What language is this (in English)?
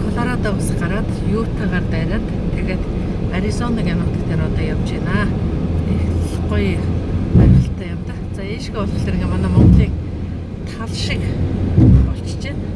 Mongolian